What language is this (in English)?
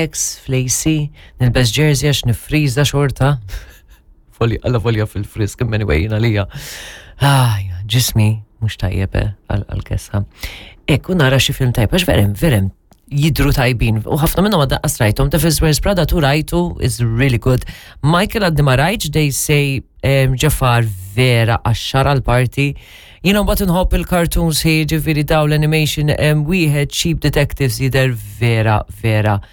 Maltese